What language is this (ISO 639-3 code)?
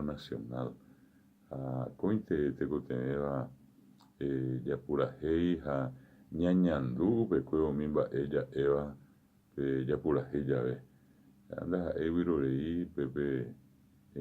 grn